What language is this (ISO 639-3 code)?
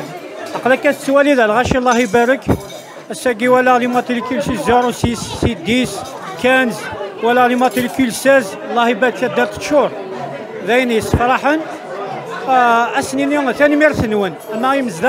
kab